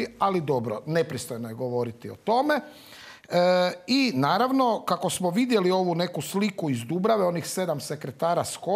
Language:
Croatian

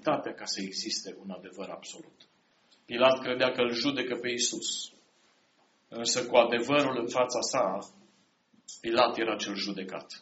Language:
Romanian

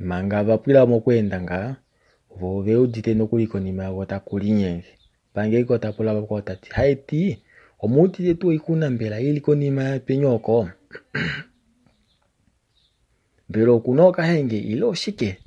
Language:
Kuanyama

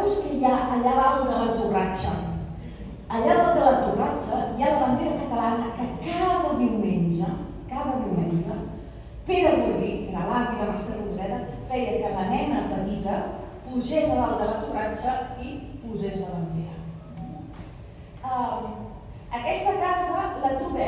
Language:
Catalan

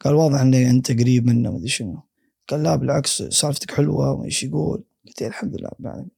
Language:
Gulf Arabic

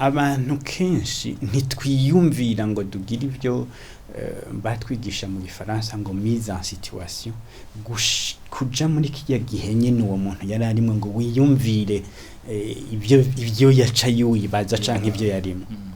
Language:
Rundi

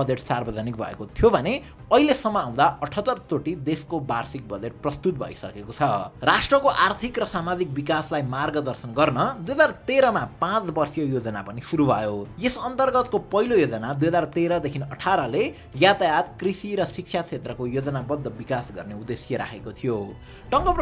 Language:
Nepali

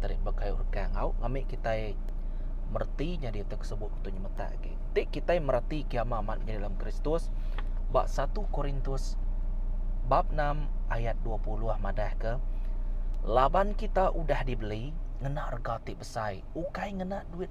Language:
Iban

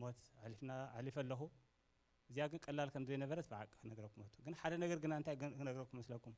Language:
Tigrinya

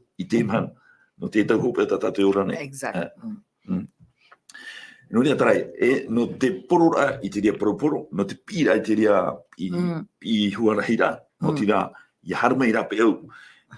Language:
Tahitian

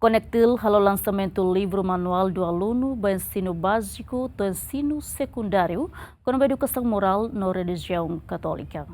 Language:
Tetum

